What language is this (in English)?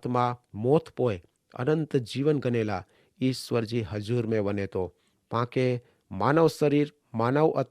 Kachhi